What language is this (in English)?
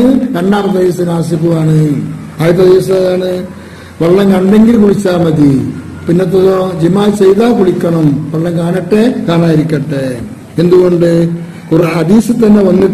Malayalam